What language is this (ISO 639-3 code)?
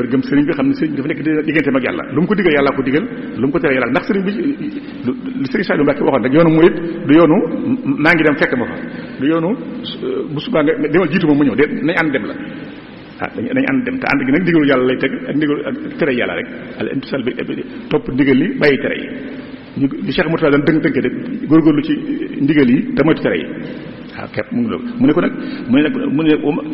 wol